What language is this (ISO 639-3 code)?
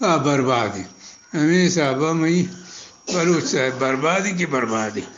bgp